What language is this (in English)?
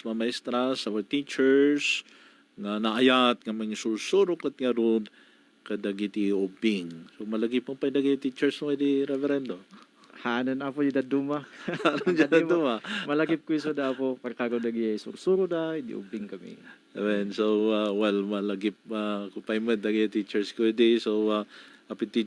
Iloko